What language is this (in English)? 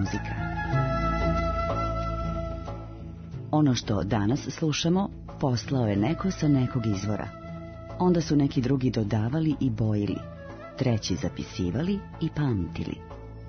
Serbian